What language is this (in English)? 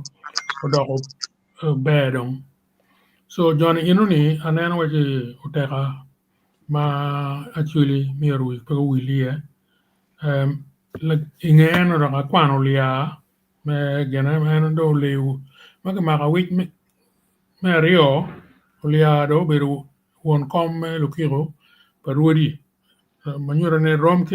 Acoli